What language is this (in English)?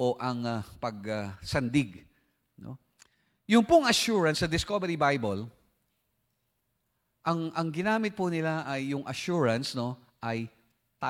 Filipino